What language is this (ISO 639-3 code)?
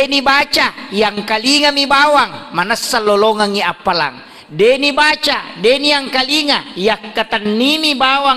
bug